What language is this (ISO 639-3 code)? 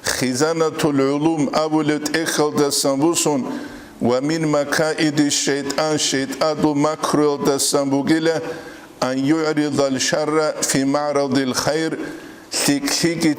ava